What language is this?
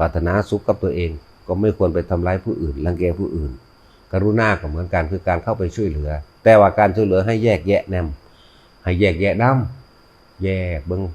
Northeastern Thai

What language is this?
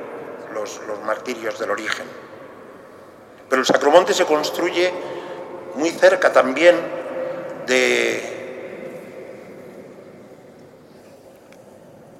Spanish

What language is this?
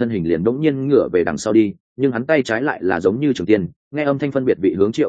Vietnamese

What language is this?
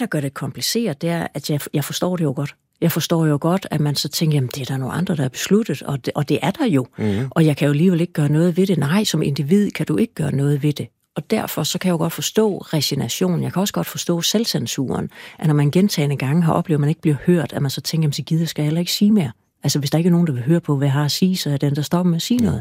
Danish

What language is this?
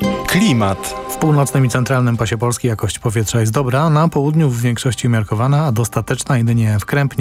Polish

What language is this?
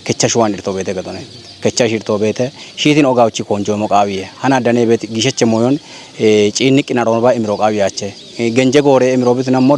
Kafa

